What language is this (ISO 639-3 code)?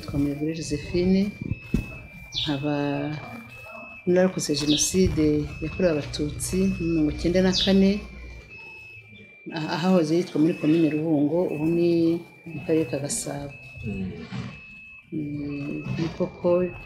kin